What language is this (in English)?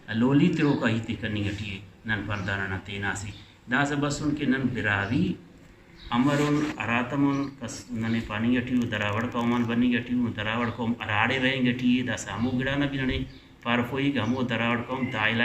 Brahui